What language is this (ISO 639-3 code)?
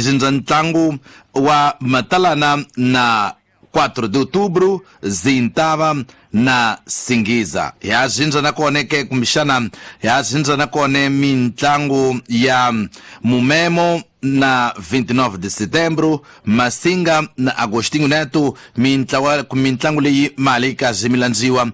tso